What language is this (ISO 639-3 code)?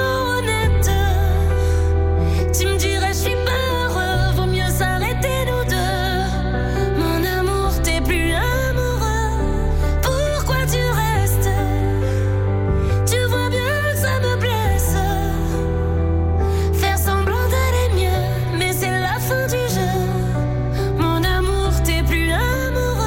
fra